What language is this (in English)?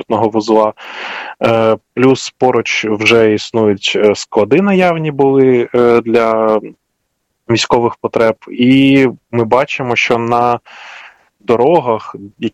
Ukrainian